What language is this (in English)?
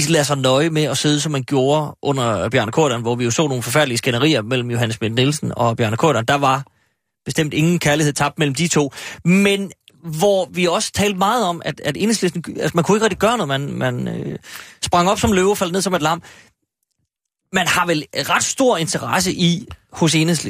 Danish